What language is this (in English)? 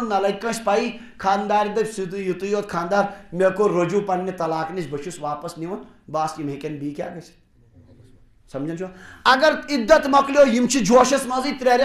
Kashmiri